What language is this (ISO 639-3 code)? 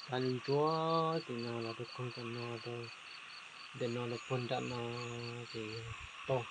hmn